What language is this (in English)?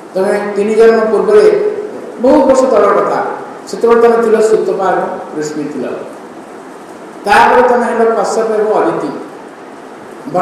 Odia